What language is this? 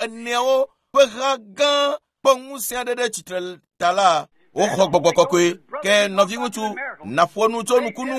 Ewe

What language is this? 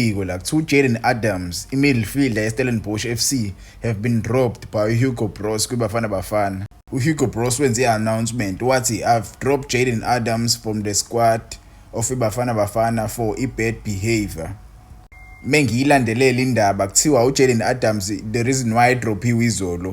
Zulu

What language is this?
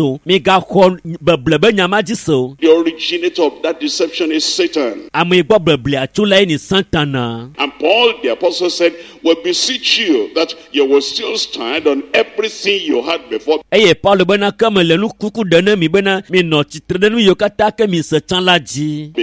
Ewe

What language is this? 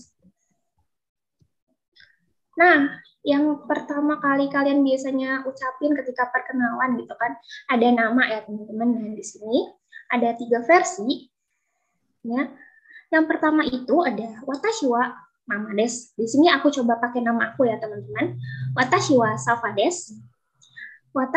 Indonesian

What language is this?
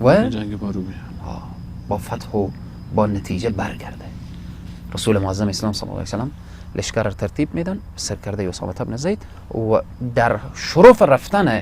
Persian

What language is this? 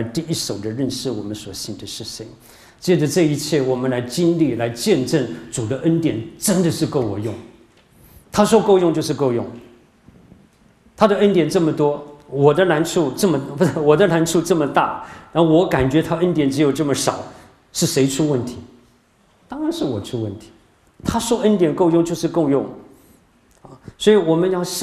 Chinese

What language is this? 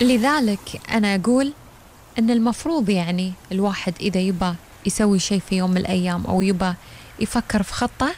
Gulf Arabic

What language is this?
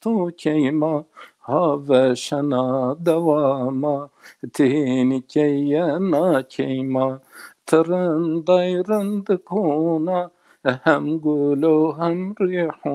Zaza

